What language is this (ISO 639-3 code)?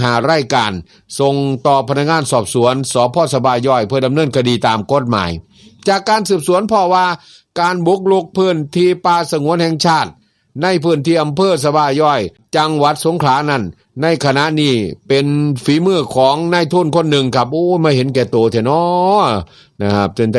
tts